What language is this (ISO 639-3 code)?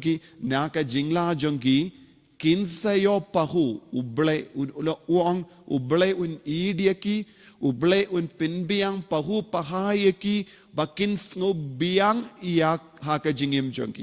kha